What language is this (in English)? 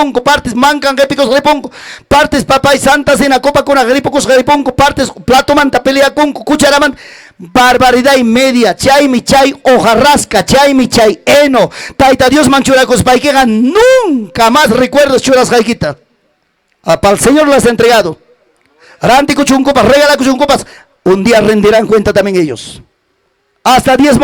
Ayacucho Quechua